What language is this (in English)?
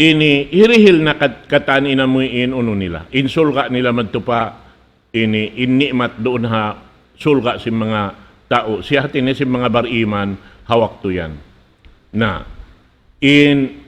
Tausug